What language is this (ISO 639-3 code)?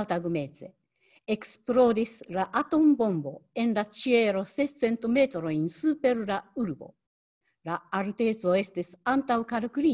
epo